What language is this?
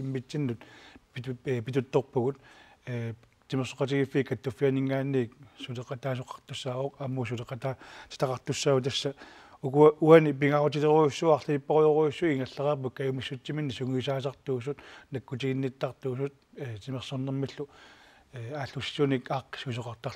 Kalaallisut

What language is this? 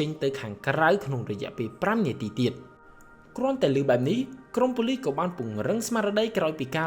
Khmer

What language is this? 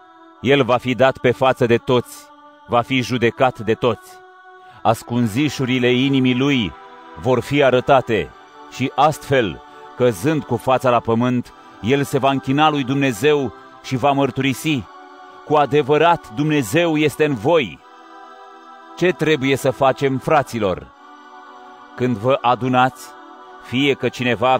Romanian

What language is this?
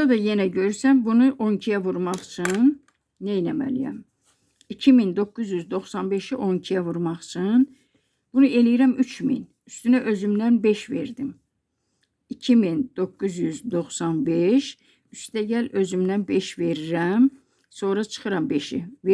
Azerbaijani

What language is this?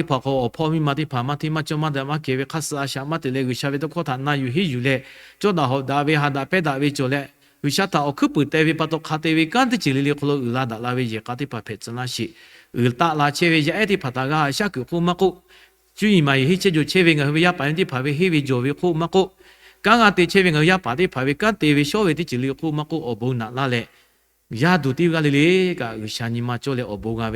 Lahu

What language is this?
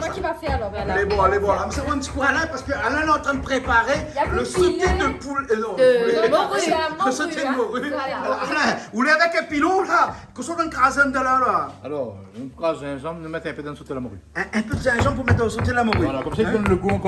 Réunion Creole French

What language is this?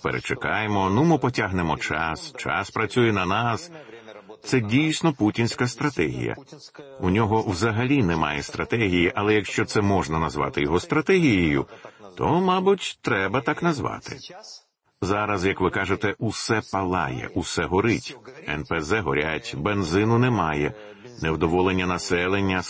Ukrainian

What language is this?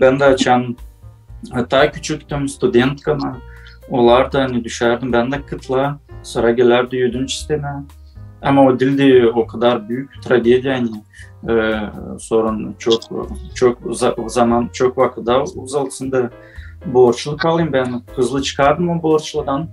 Gagauz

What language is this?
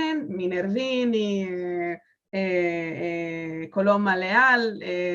Ladino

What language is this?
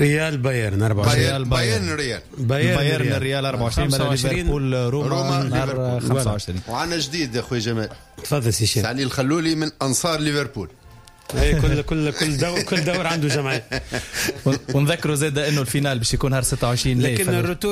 Tunisian Arabic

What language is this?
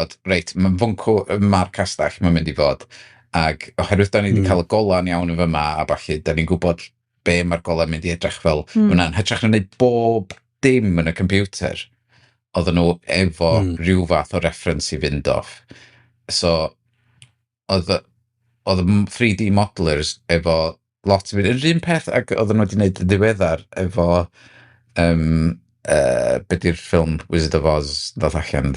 Welsh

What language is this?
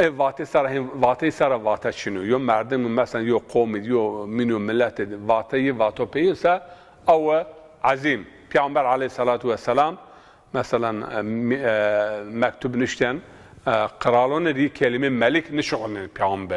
Zaza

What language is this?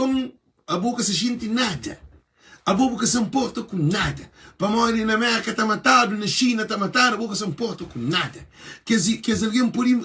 Kabuverdianu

